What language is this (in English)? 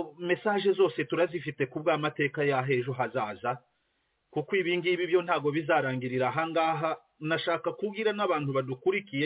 Kinyarwanda